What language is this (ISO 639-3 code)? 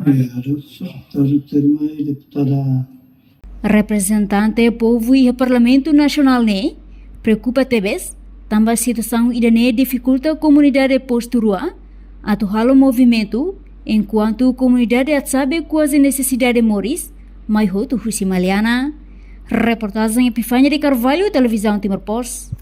tet